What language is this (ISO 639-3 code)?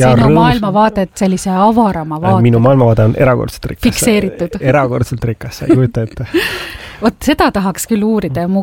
est